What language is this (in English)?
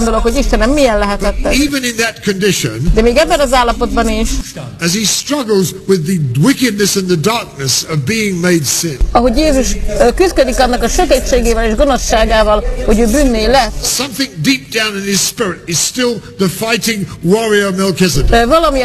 Hungarian